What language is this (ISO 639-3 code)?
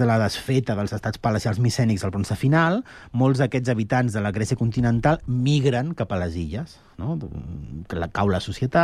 cat